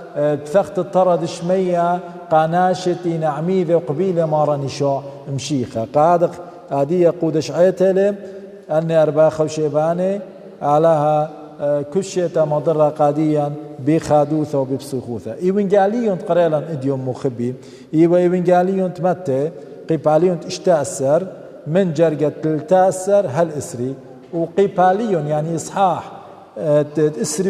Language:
Assyrian Neo-Aramaic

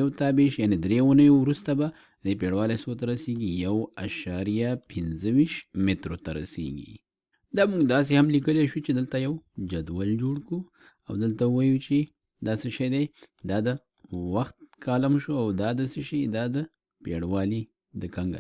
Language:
Pashto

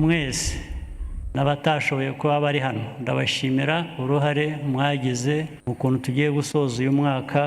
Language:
Kinyarwanda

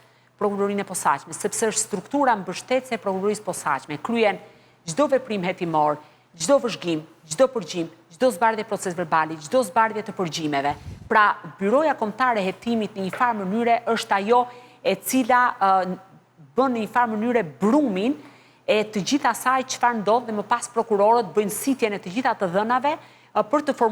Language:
Albanian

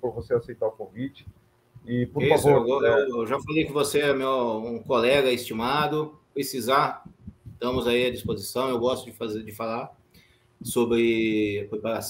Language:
Portuguese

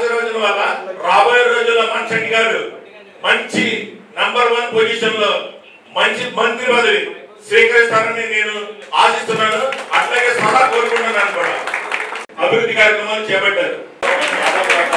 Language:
Telugu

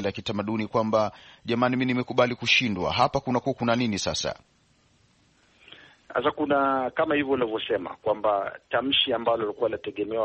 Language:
Swahili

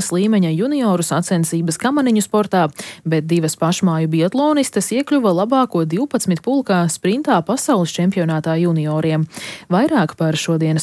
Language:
Latvian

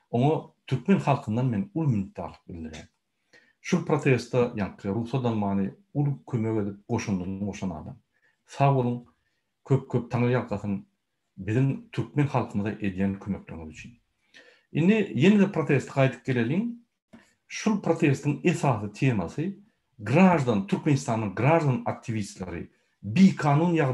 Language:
Turkmen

